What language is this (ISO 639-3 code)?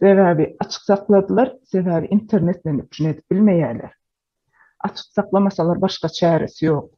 tuk